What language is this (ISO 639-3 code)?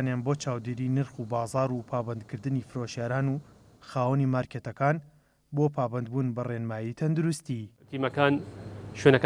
ckb